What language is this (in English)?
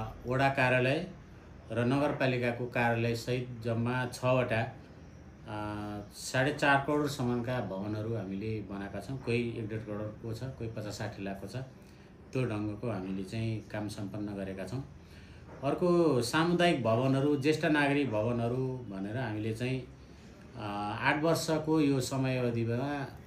Nepali